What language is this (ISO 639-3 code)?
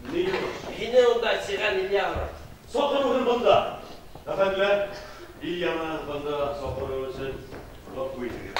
bak